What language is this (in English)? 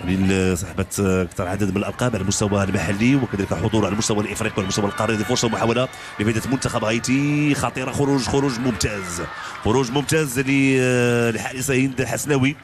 Moroccan Arabic